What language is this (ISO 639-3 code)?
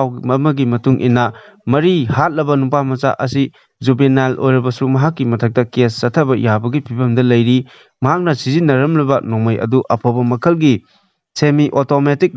mni